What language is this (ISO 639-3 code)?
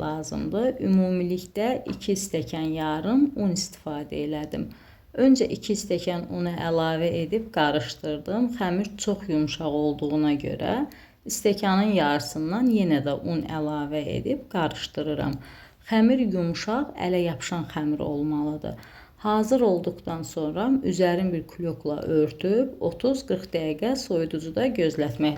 aze